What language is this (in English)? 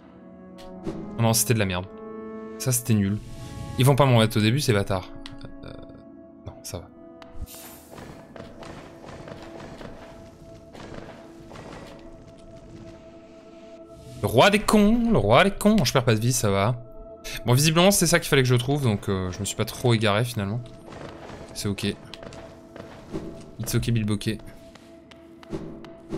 French